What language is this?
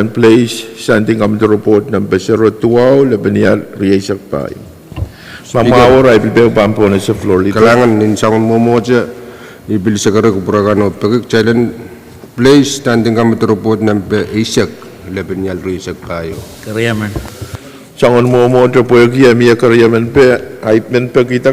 Pohnpeian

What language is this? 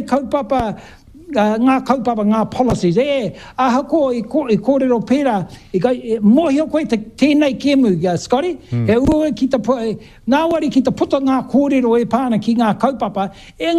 Māori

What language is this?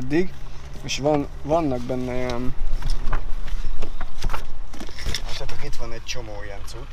Hungarian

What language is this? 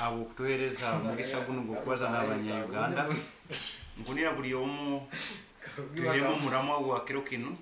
Nyankole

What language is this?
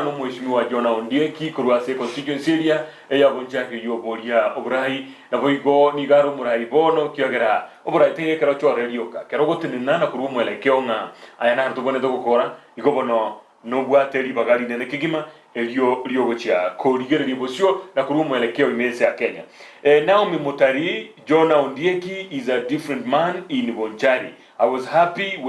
Gusii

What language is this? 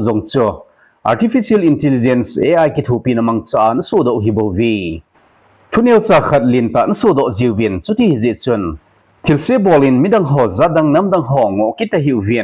Thado Chin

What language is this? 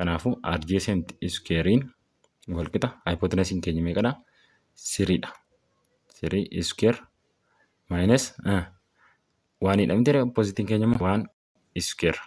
Oromo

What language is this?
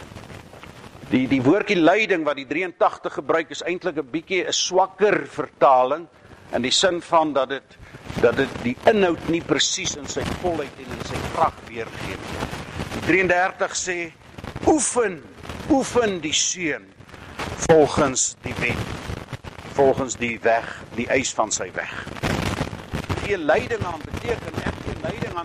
Afrikaans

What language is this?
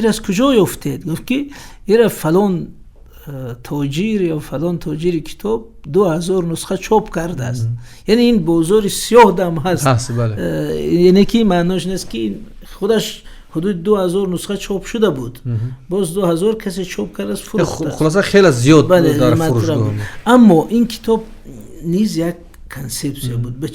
Tajik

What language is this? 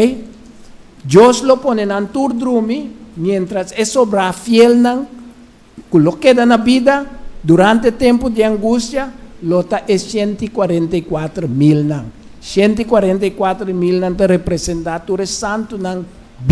Papiamento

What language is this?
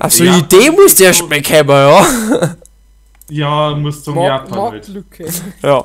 Bavarian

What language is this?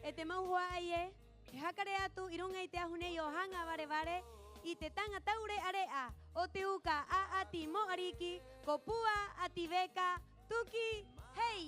Rapanui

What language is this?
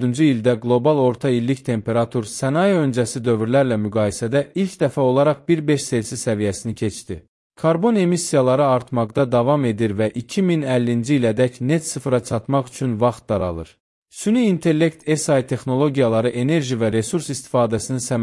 Azerbaijani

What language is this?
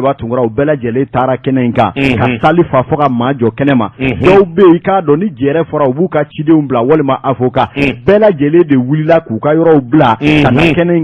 Bambara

